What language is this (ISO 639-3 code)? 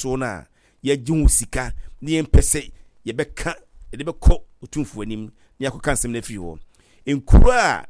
aka